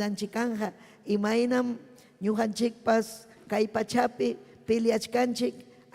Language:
Ayacucho Quechua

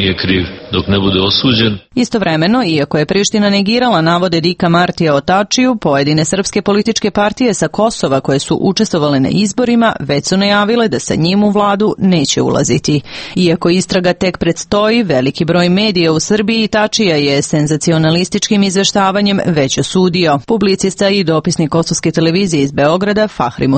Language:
Serbian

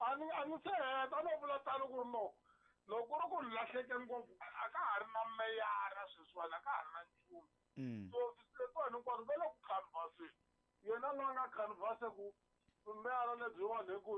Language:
Tsonga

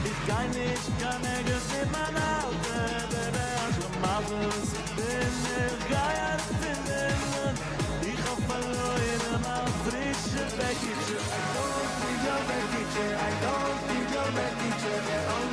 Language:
Yiddish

